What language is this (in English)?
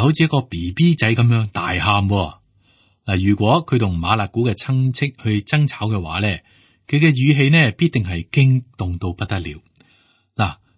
Cantonese